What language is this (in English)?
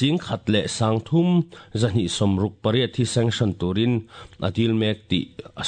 Mizo